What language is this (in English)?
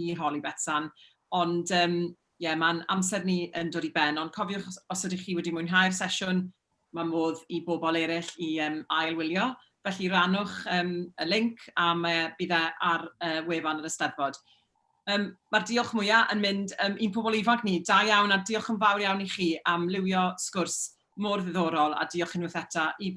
Welsh